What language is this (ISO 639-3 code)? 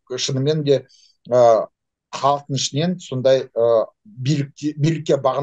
kaz